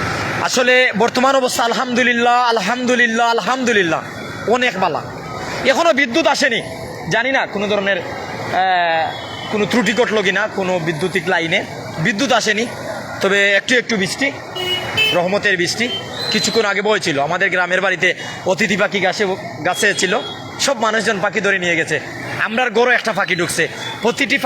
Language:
Sylheti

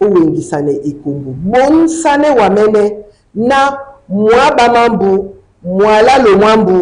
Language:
Duala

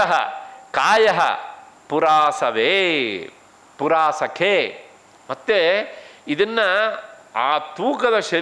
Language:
Kannada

